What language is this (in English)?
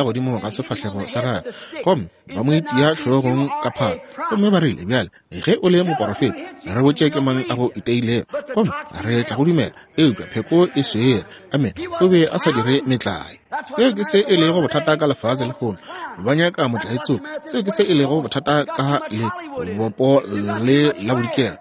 Northern Sotho